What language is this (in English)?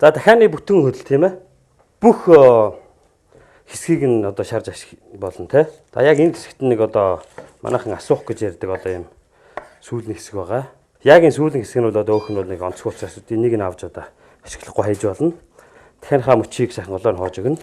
Mongolian